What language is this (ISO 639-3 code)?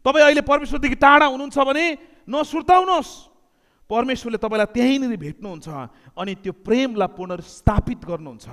nep